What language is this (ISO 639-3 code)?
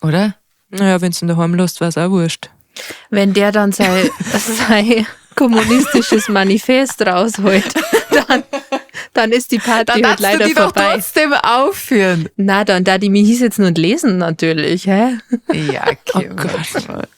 bar